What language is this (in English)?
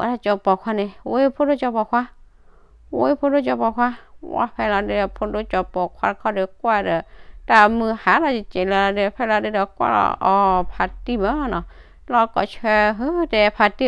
S'gaw Karen